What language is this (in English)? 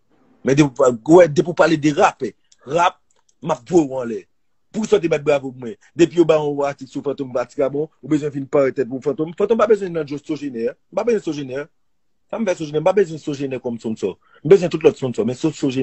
Haitian Creole